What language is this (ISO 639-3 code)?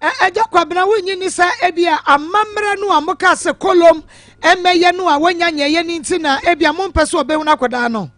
aka